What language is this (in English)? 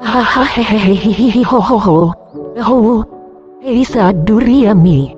Nias